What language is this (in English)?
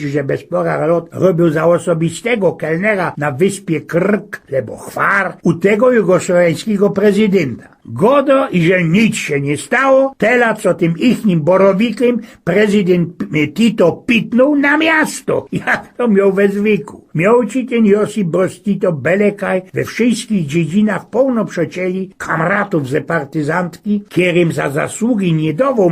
Silesian